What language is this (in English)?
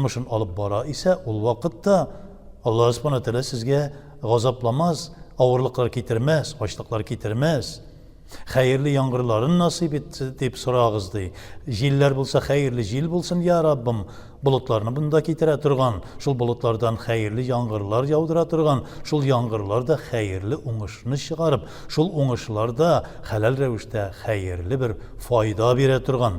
Tatar